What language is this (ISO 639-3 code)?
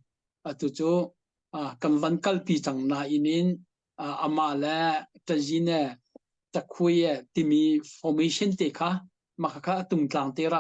cnh